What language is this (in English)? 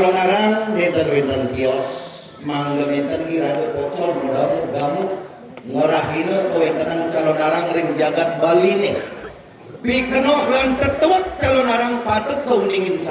Balinese